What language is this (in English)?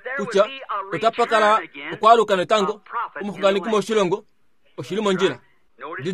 Kuanyama